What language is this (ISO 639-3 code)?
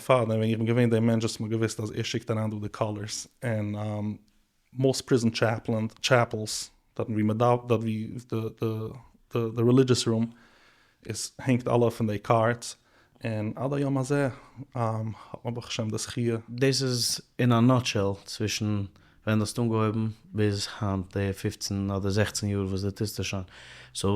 yid